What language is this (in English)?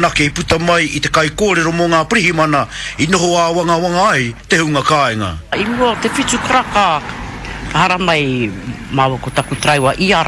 Māori